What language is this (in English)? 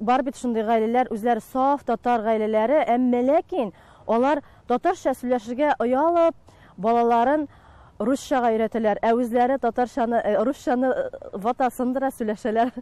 Tatar